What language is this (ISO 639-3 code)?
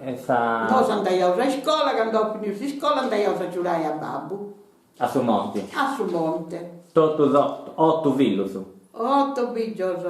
srd